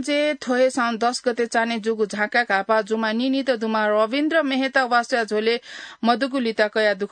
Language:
Newari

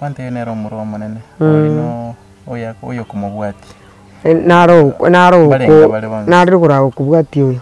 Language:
Gusii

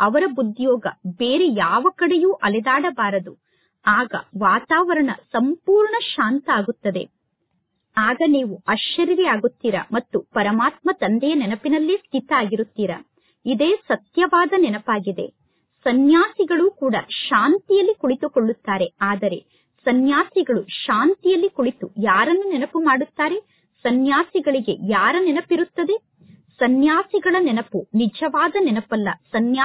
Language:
Kannada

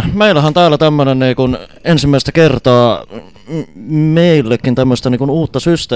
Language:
Finnish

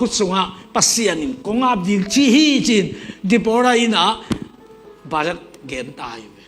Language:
Tedim Chin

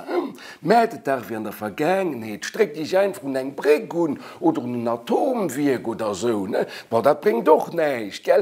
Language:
Luxembourgish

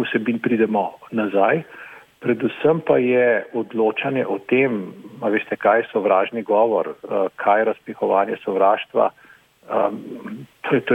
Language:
Slovenian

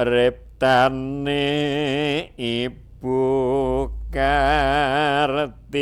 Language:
Javanese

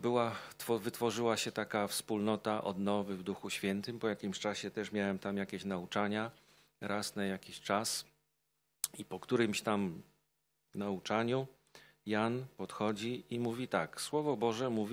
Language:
Polish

